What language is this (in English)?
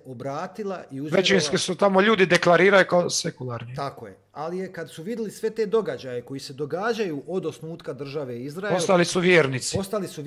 Croatian